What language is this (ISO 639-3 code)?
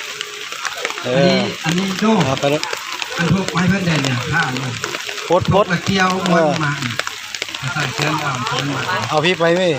lao